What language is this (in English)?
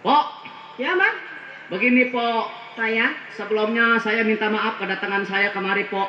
Betawi